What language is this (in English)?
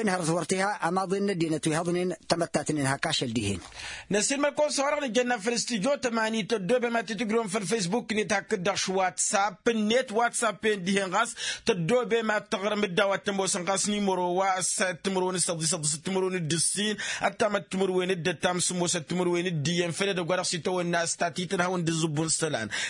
Tamasheq